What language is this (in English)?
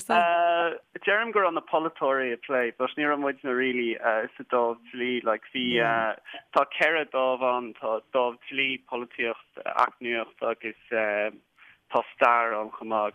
Irish